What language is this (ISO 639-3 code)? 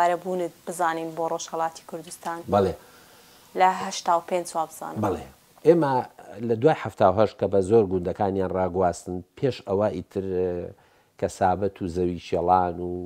ckb